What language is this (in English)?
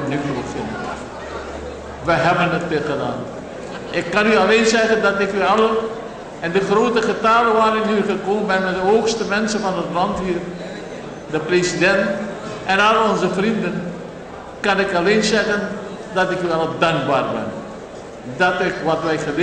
Dutch